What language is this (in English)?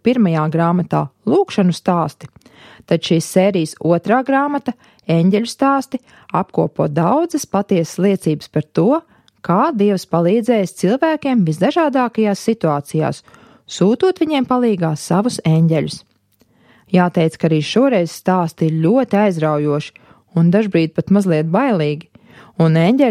Latvian